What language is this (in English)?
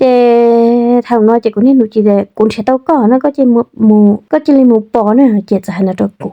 Hmong